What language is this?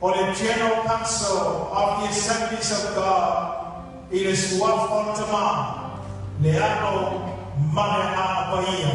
Samoan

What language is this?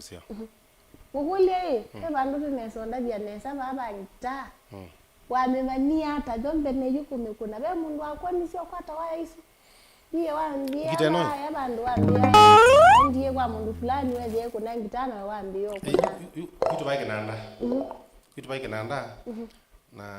Kamba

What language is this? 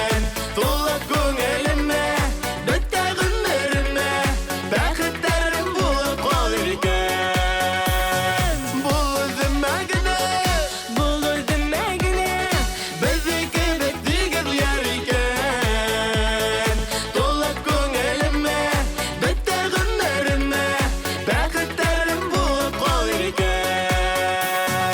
Bashkir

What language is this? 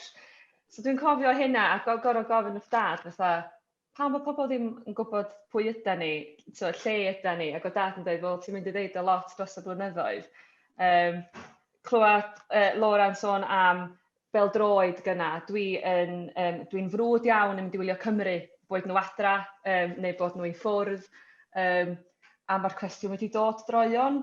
Welsh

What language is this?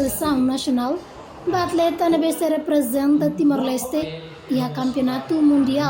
Tetum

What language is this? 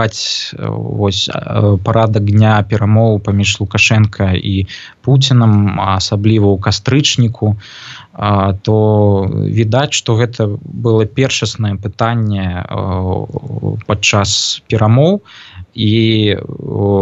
Belarusian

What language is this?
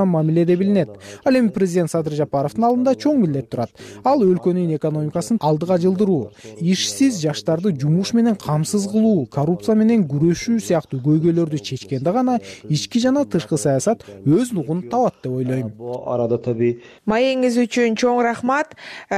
Kyrgyz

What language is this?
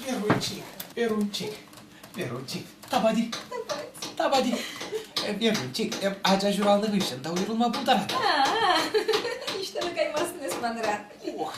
Chuvash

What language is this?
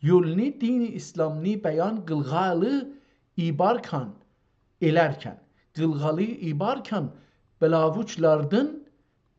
South Azerbaijani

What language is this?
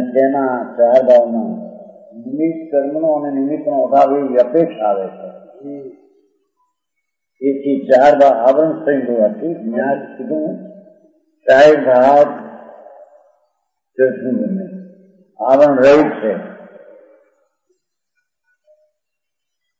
Gujarati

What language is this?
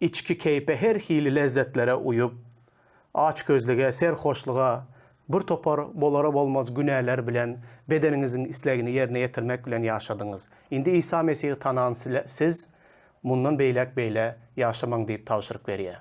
Turkmen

